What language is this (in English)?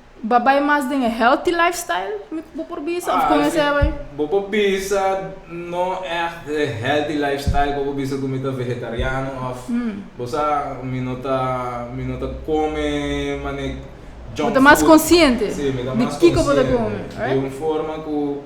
Papiamento